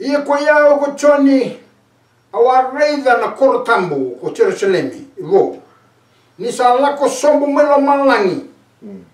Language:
Fijian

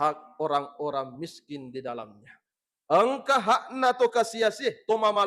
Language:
Buginese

